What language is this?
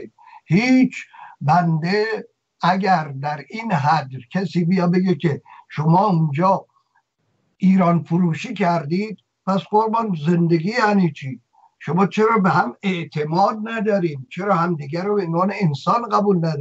Persian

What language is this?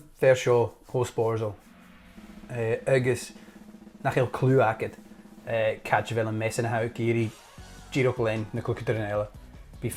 Scottish Gaelic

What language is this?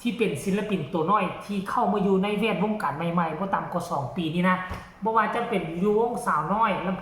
Northeastern Thai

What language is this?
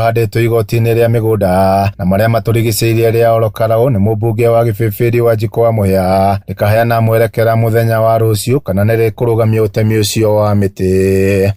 Kikuyu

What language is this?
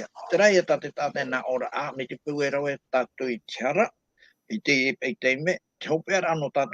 Tahitian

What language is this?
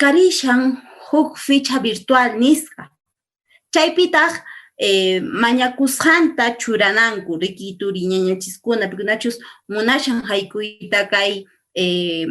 Quechua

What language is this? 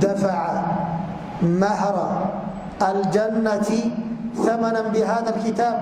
Somali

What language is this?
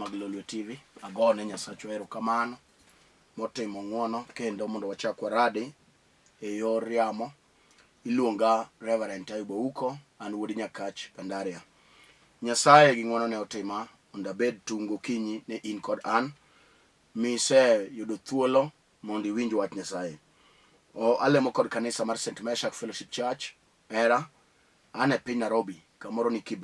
Luo (Kenya and Tanzania)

